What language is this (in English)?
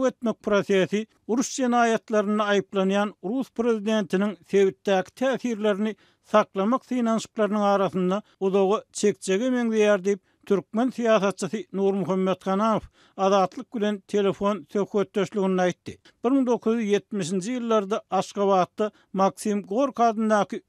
Turkmen